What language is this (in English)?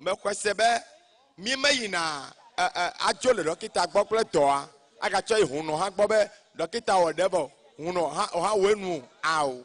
Ewe